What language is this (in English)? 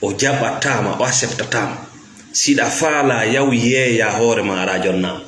Fula